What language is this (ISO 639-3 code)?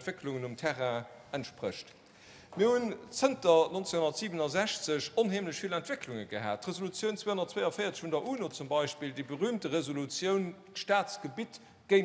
ltz